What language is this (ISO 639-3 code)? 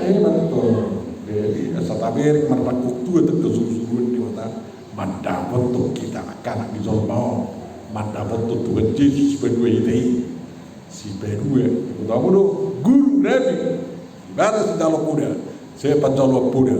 bbc